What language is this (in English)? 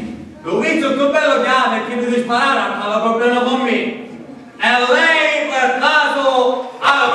Sicilian